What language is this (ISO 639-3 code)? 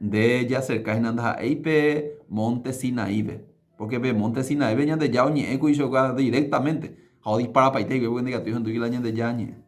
grn